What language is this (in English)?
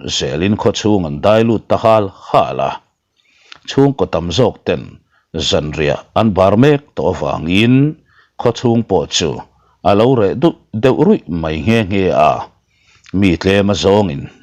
Mizo